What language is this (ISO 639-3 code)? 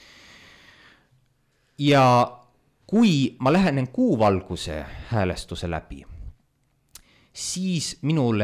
est